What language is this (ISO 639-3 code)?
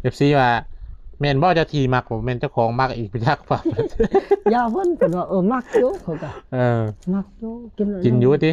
lao